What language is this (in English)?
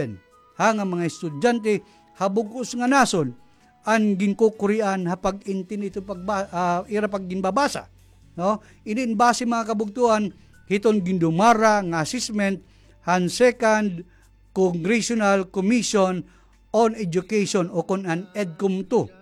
Waray